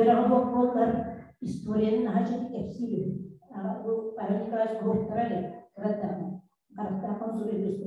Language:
Yakut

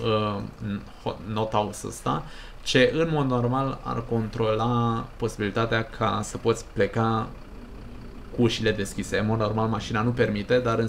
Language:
Romanian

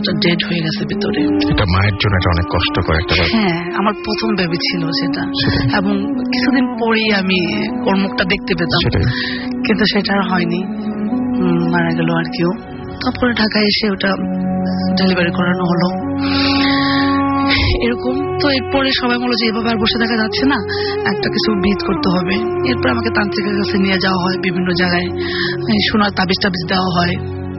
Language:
Bangla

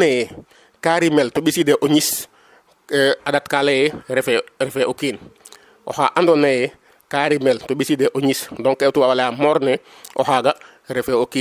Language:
Serer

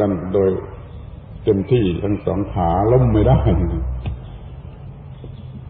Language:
Thai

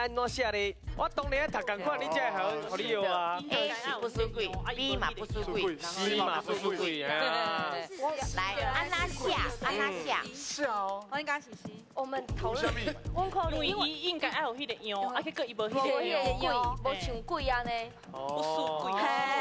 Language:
Min Nan Chinese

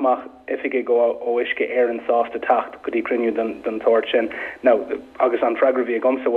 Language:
Irish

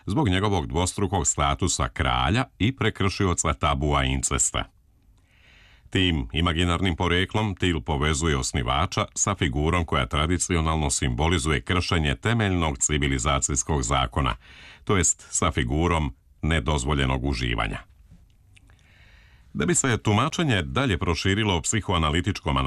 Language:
Serbian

